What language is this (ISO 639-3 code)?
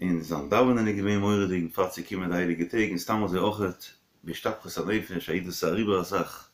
yid